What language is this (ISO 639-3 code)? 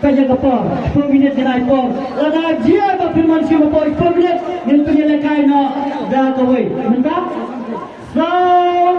kha